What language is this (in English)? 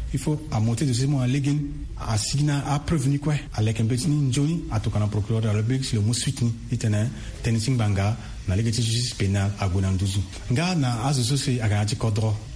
Sango